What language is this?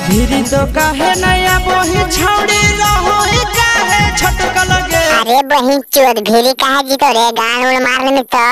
Magahi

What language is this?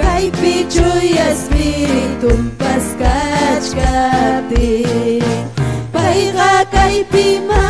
Ayacucho Quechua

